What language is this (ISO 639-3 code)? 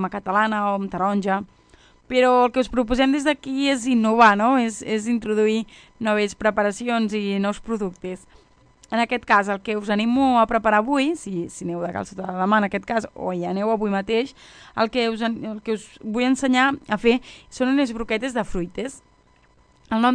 cat